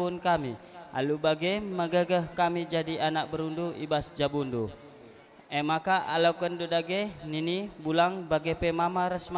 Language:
Batak Karo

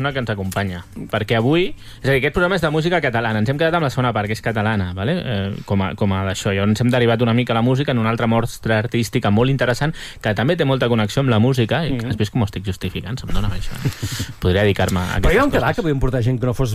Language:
Catalan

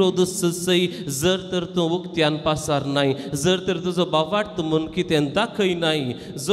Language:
Konkani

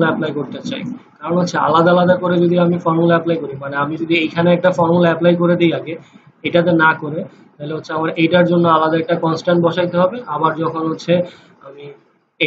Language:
Bangla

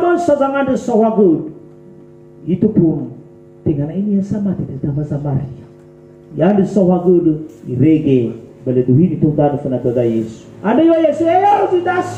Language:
Nias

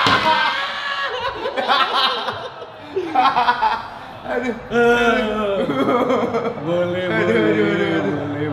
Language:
Indonesian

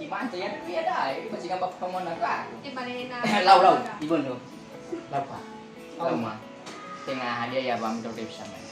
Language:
Nias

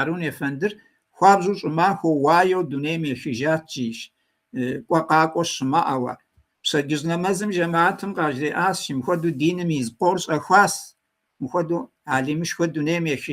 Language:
Kabardian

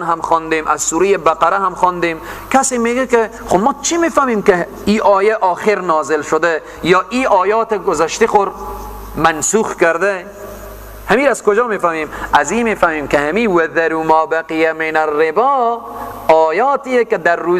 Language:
Persian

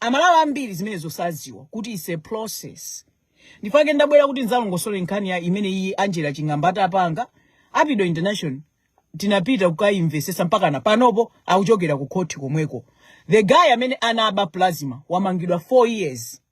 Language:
Nyanja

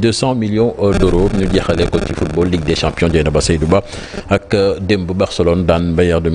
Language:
Wolof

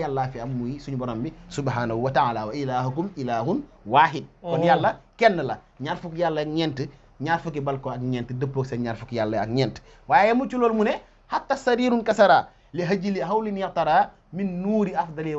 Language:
Wolof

